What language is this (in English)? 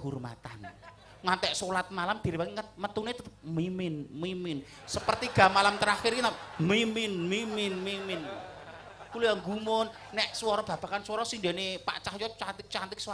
Javanese